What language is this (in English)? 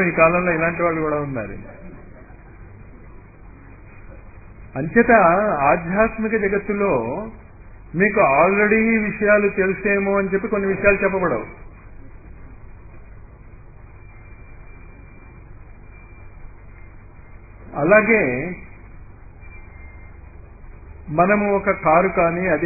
Telugu